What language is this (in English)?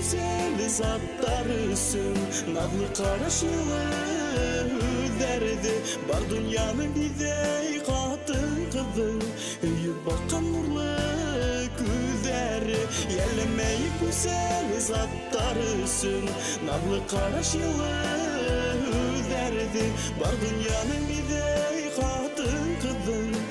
Bashkir